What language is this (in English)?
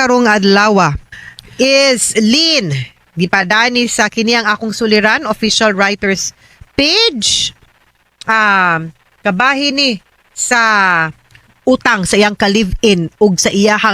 Cebuano